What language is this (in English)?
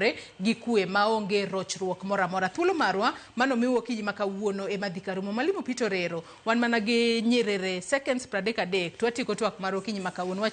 Luo (Kenya and Tanzania)